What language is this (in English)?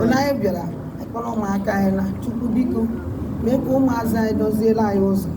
Igbo